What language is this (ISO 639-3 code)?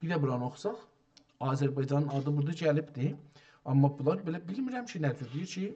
azb